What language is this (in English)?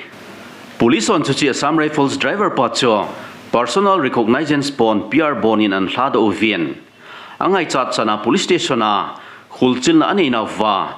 Thado Chin